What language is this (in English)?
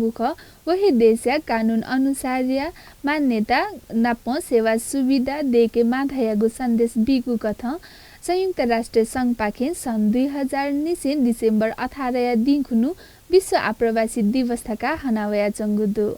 Newari